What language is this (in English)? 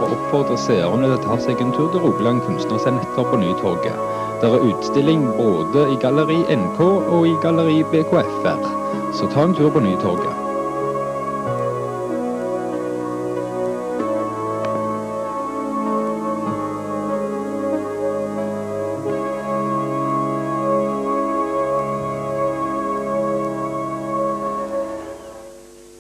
Norwegian